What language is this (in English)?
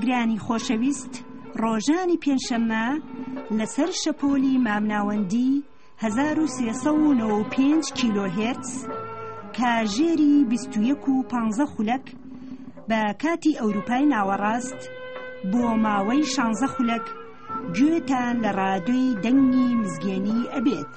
Central Kurdish